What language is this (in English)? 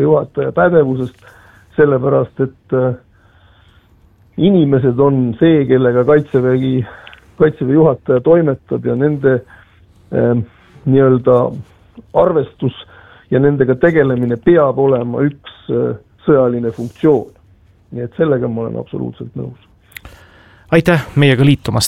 Estonian